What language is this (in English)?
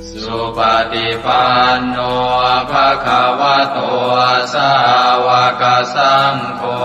Pali